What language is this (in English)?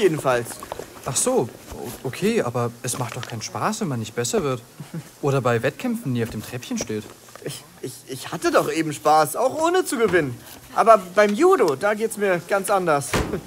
German